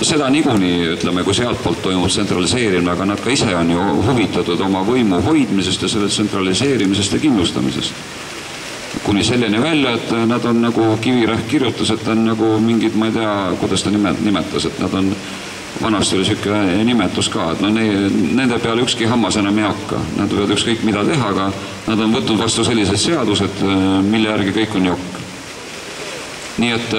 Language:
Estonian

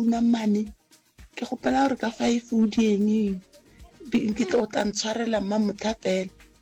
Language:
Northern Sotho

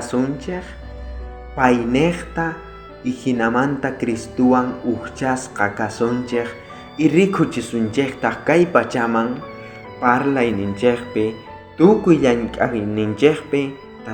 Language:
South Bolivian Quechua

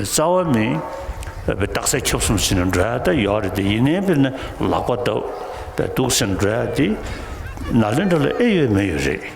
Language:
Tibetan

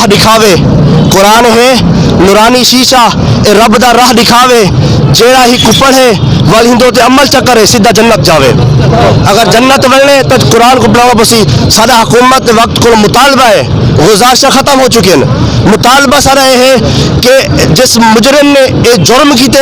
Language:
Saraiki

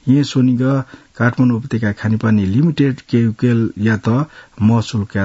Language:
Newari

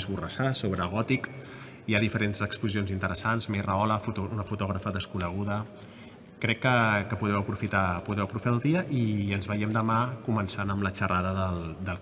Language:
Catalan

